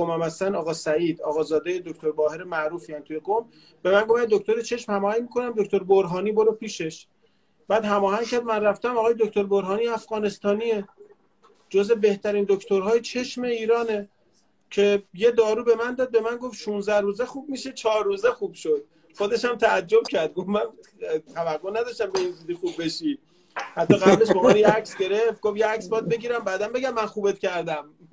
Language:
Persian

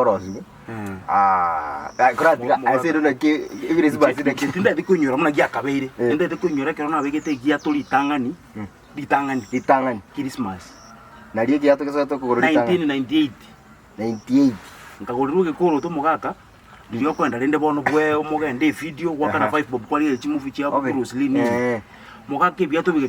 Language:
Gusii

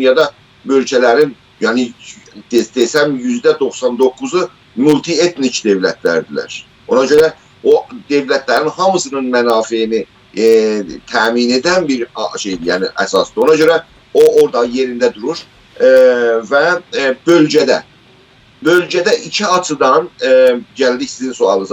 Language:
South Azerbaijani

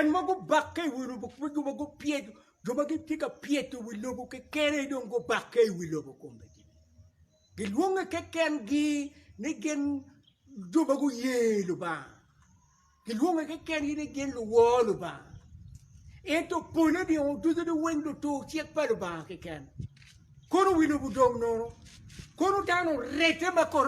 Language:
Acoli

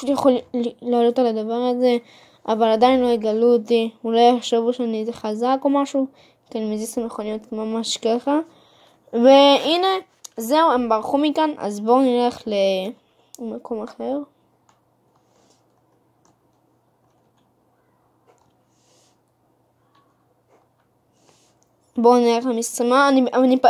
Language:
Hebrew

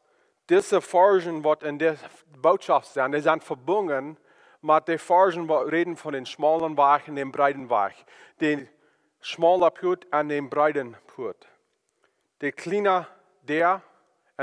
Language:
Plautdietsch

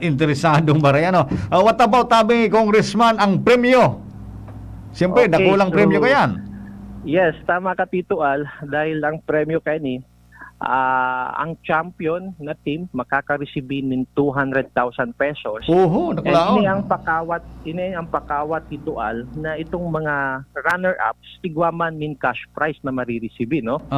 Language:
Bikol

